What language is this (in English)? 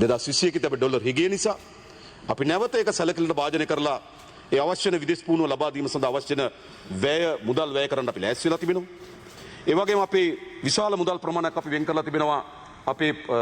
Sinhala